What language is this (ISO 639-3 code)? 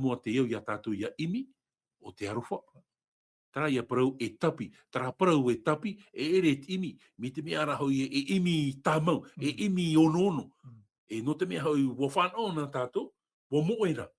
tah